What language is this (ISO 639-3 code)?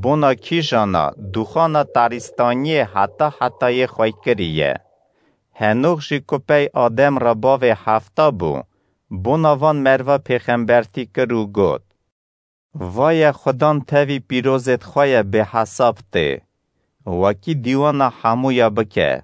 kur